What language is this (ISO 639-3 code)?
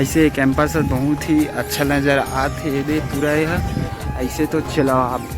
hne